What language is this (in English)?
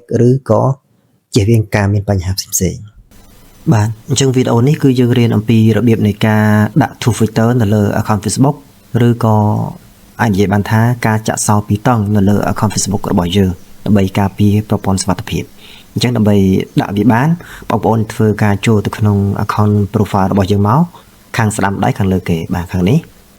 Khmer